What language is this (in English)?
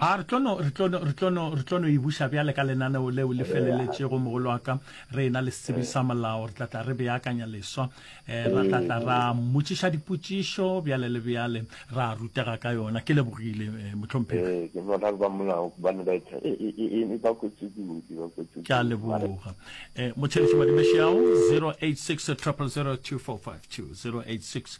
Northern Sotho